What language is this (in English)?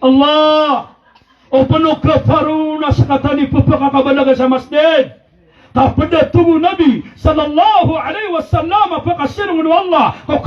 Maranao